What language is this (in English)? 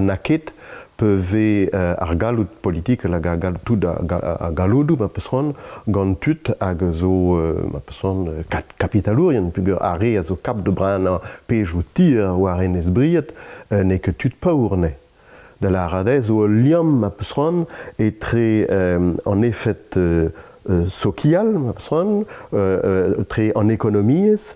Breton